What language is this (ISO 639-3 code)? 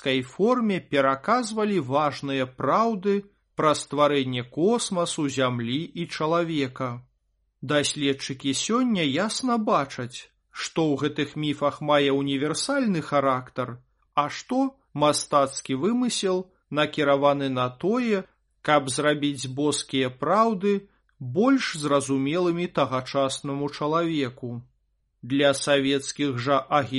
bel